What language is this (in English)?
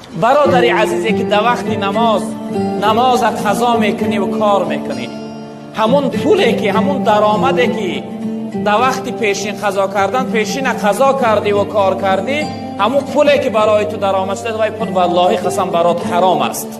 Tajik